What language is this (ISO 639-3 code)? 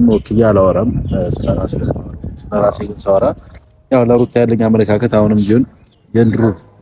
amh